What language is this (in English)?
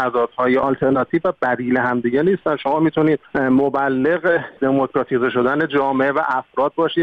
Persian